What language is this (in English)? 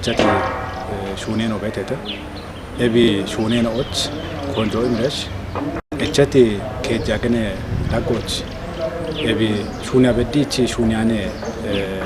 Kafa